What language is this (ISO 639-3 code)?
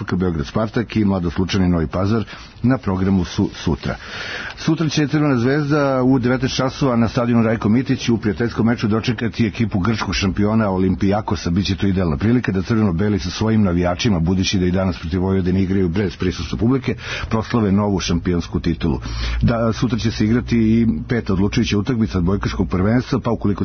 srp